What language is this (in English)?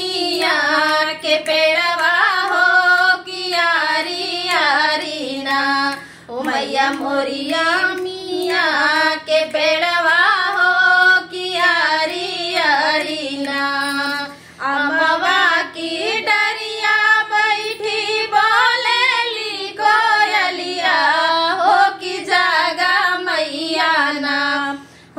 Bhojpuri